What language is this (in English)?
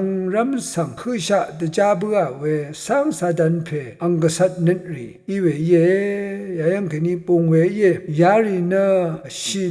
Rawang